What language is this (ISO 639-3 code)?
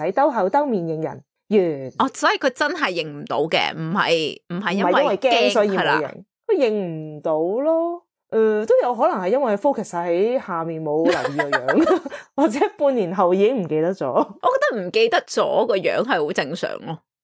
yue